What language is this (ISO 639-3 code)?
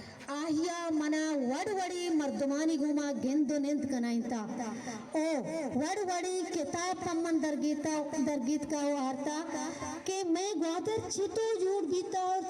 bal